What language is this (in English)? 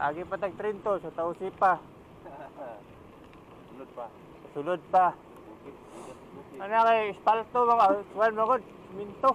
Cebuano